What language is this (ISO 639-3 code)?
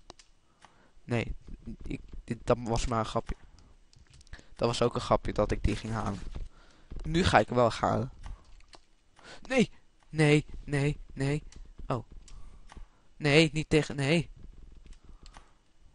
nld